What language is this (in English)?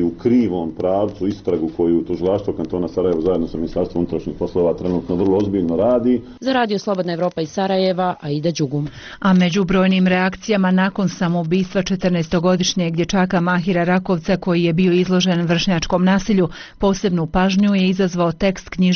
Bosnian